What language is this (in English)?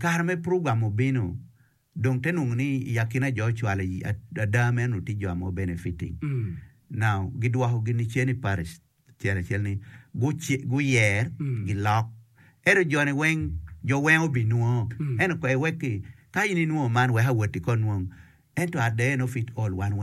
Acoli